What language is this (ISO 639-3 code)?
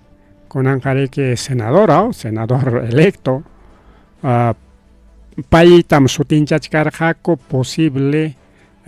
quy